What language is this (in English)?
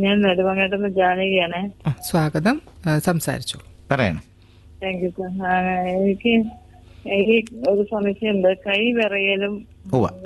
Malayalam